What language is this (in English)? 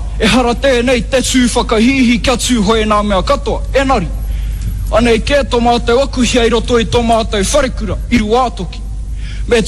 Māori